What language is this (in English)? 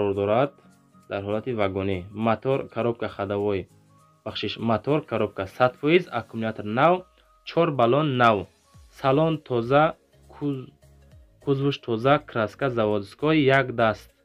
Tajik